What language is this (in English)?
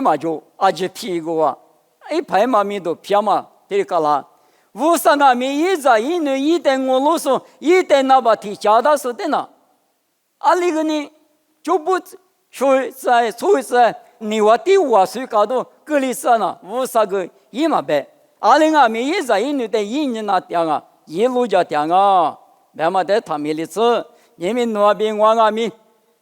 Lisu